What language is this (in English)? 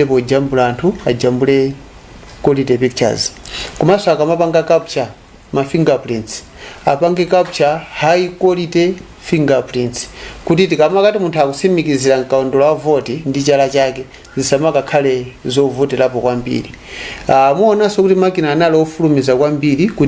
Nyanja